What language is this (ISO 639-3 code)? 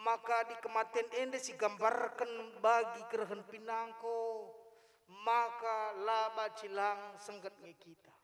btx